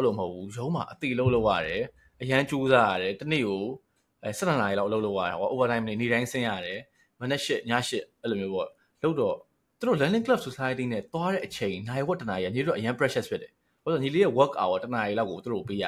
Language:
Burmese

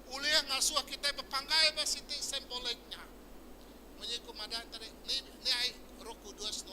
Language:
Iban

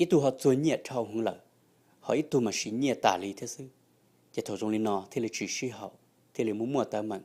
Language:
Hmong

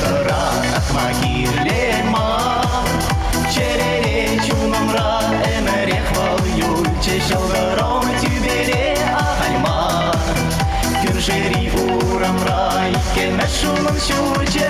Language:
Chuvash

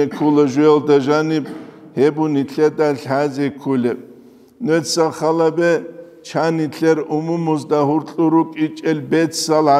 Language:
Avaric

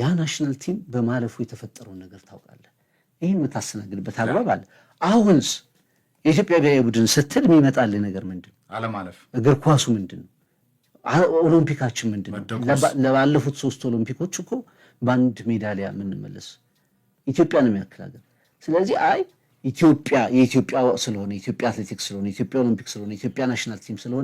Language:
Amharic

